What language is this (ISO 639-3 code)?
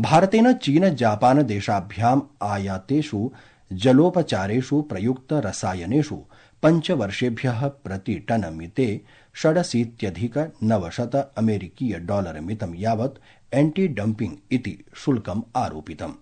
san